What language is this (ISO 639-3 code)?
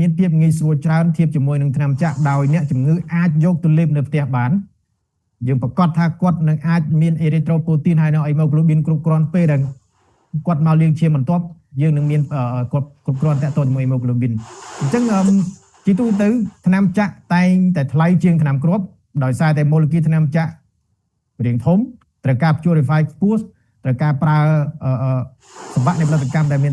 khm